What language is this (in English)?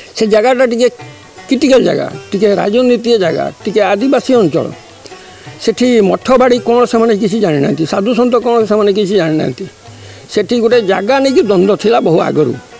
Odia